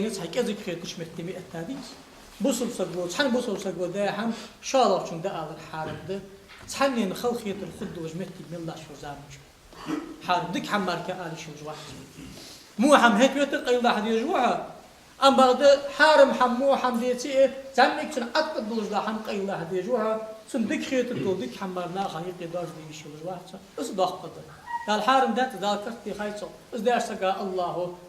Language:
Ingush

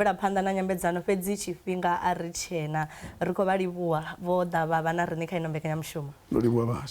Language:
Venda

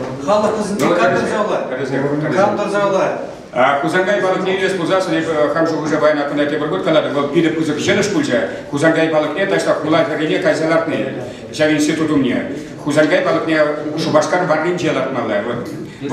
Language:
Chuvash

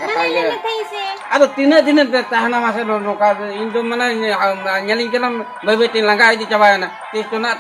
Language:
Santali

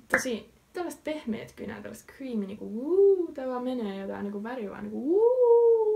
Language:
Finnish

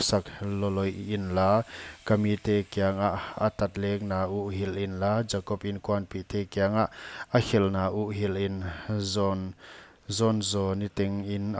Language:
Paite Chin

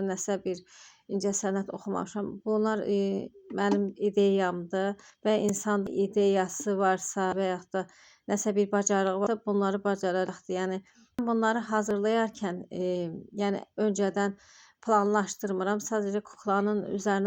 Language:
Azerbaijani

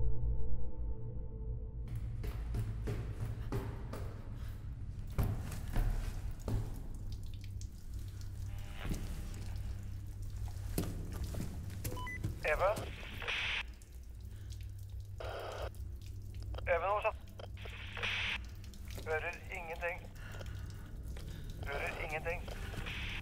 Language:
Norwegian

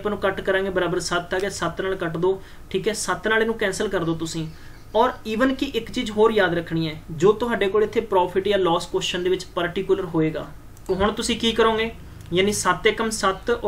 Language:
Punjabi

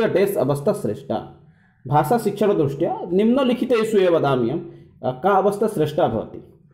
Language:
Sanskrit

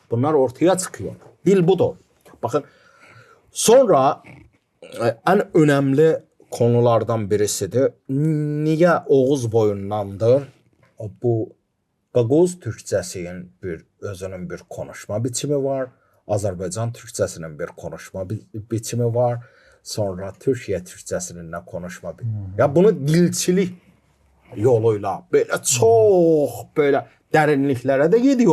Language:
Gagauz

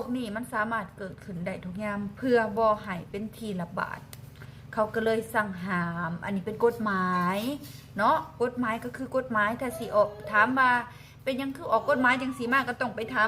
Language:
Lao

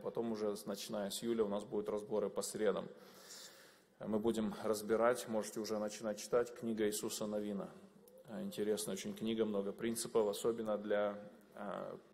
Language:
Russian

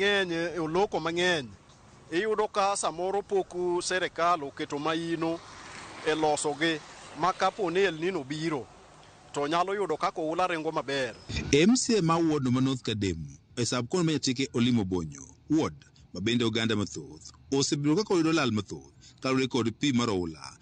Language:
Luo (Kenya and Tanzania)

